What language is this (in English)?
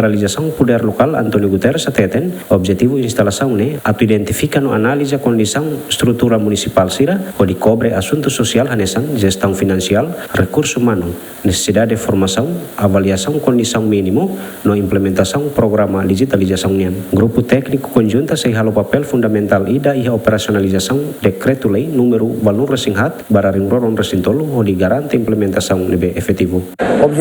Tetum